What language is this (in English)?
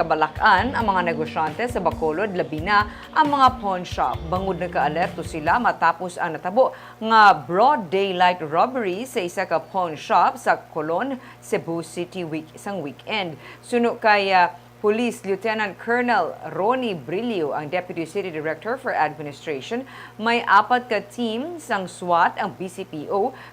Hiligaynon